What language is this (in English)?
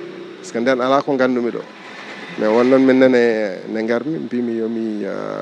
Fula